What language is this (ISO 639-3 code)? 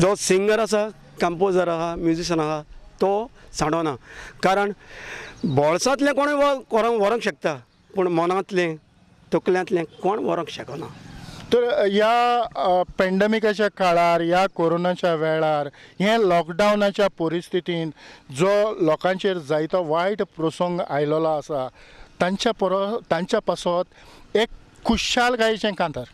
kok